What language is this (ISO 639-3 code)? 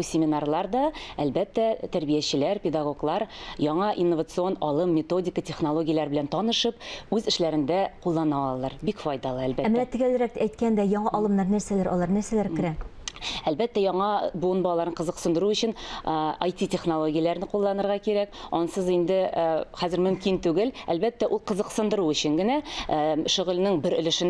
tat